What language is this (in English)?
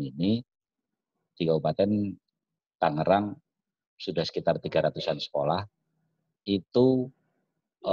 Indonesian